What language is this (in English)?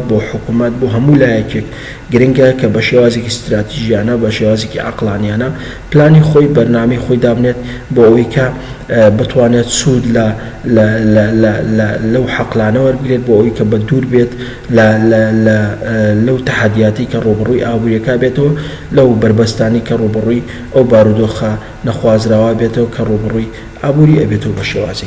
Central Kurdish